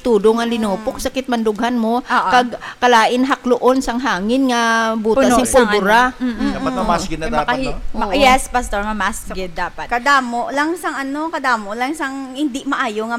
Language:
Hiligaynon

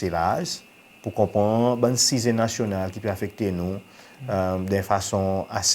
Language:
Seselwa Creole French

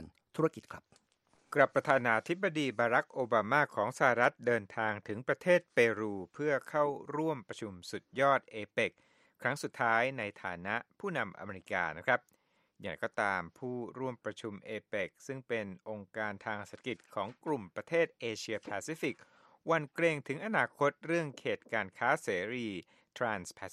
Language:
Thai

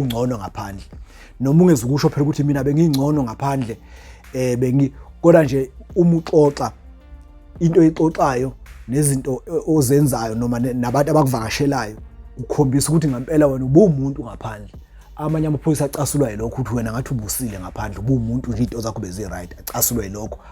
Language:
Zulu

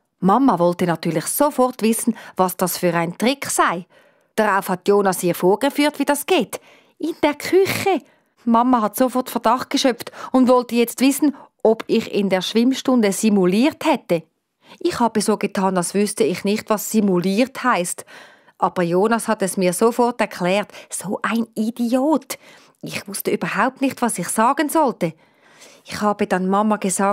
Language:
Swiss German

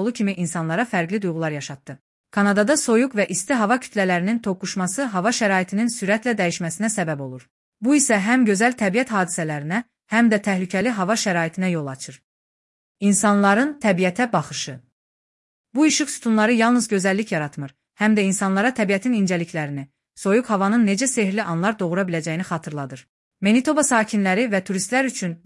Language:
Azerbaijani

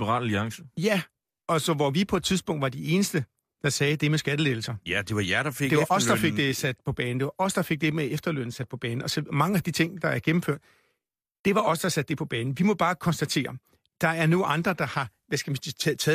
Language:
Danish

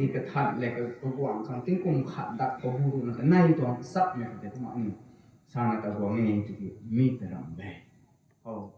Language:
Rongmei Naga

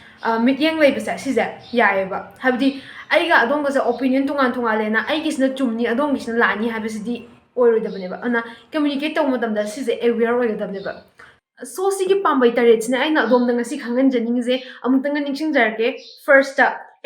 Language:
Manipuri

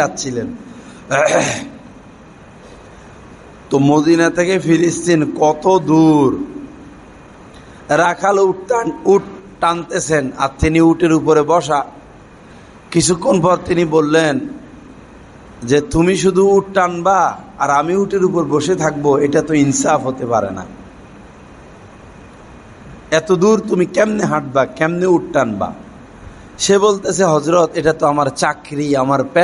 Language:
Bangla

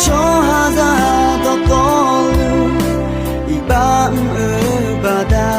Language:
Akha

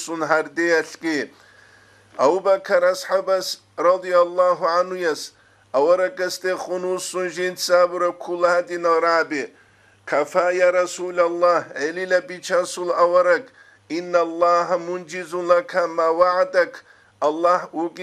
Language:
Avaric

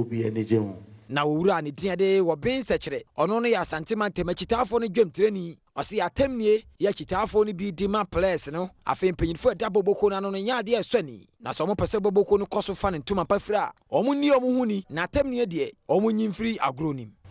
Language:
Akan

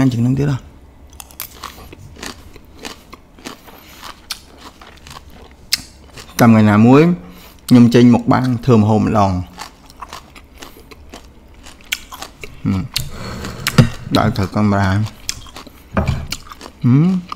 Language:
Vietnamese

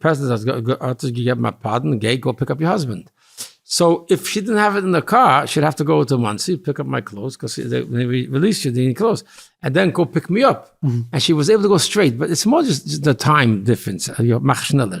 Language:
Yiddish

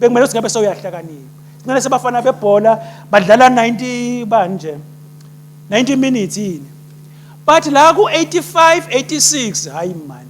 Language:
Swati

